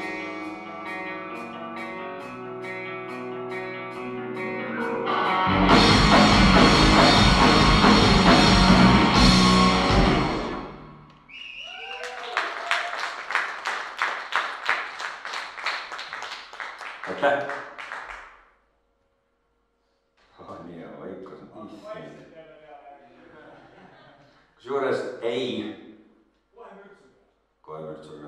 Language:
Estonian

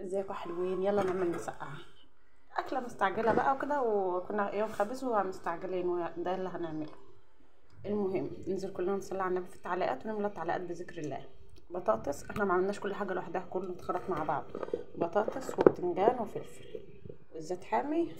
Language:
Egyptian Arabic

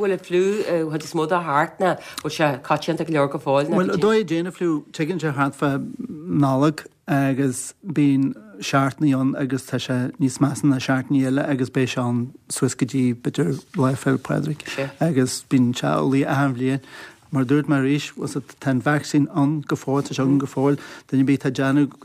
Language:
Irish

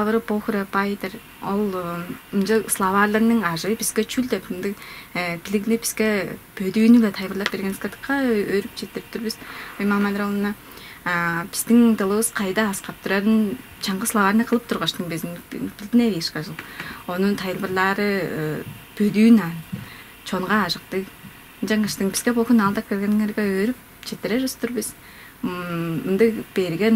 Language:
Tuvinian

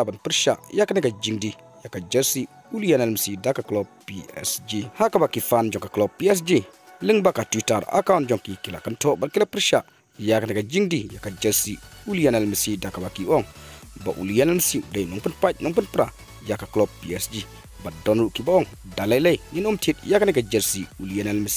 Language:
Khasi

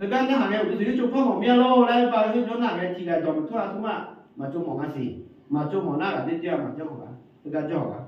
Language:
Akha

